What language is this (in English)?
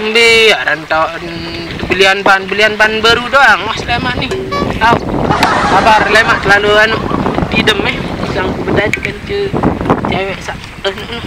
Sasak